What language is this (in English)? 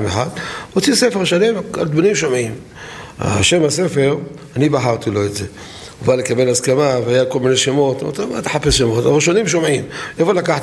Hebrew